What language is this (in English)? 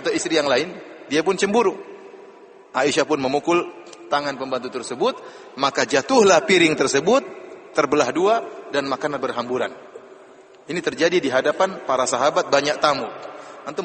Indonesian